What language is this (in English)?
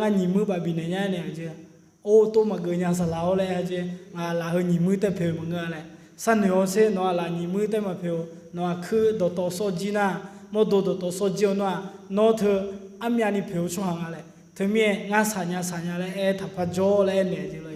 Akha